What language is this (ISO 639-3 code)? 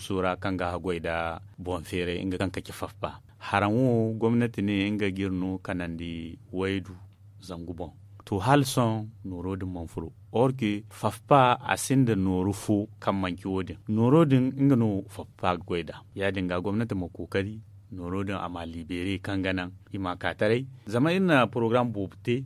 dje